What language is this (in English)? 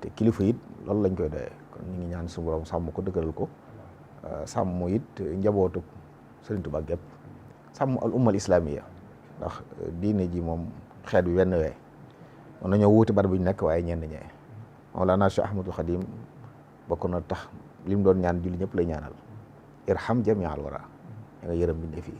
Wolof